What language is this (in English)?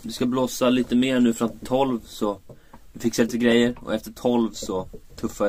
Swedish